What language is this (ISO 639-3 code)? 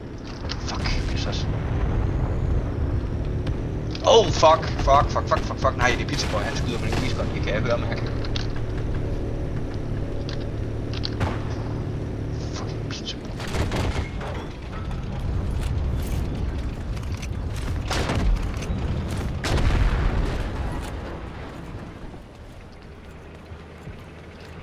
dan